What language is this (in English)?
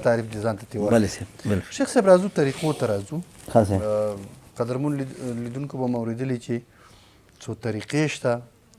Pashto